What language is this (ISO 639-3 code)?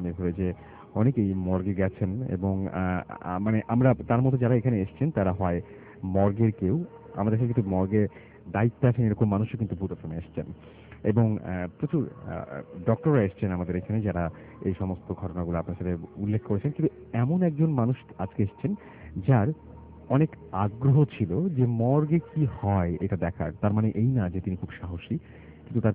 ben